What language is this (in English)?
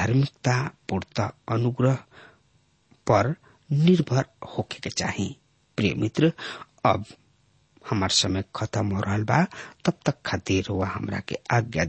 Bhojpuri